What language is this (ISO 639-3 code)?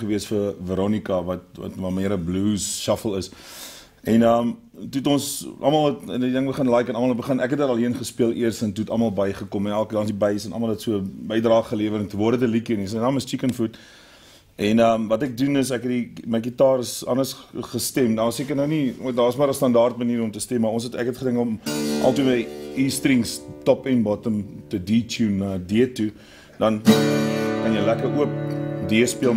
afr